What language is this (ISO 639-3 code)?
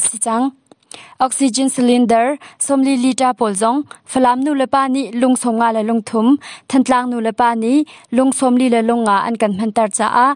cnh